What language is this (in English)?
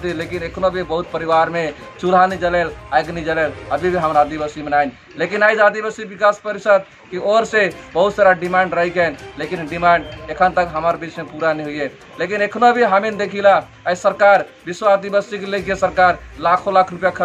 Sadri